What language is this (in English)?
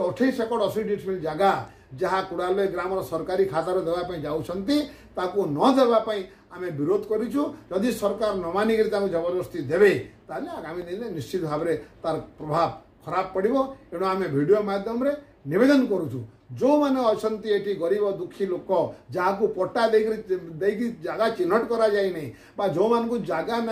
Odia